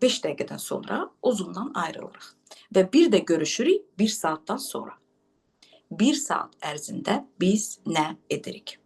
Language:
Azerbaijani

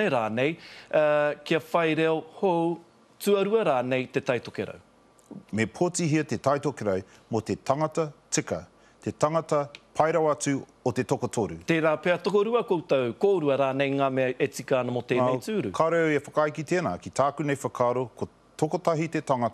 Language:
Māori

